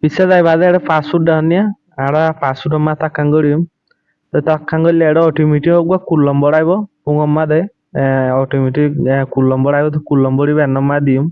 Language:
Rohingya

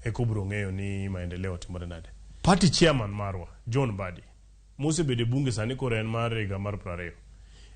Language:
Luo (Kenya and Tanzania)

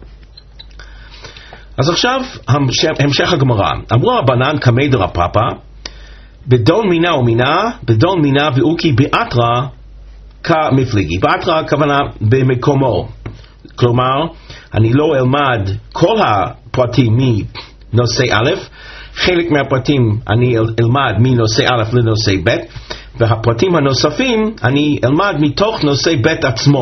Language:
Hebrew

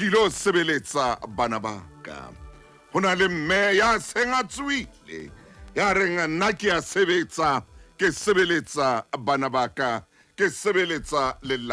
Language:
Southern Sotho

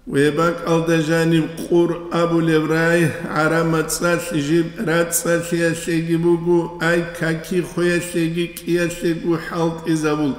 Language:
Avaric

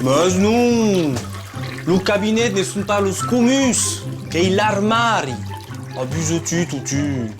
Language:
Occitan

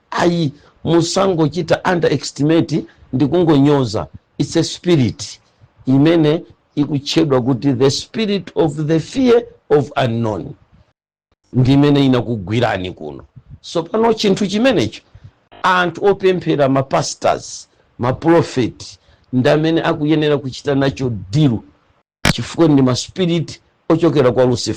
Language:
Nyanja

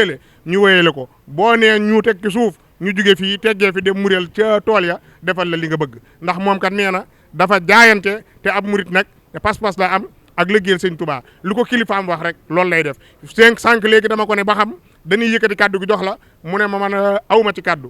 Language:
Wolof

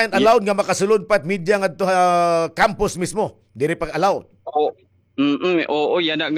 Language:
Waray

